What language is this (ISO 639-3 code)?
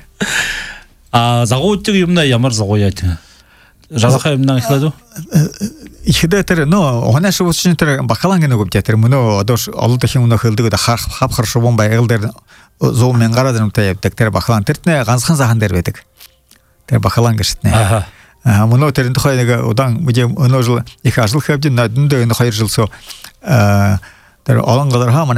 bua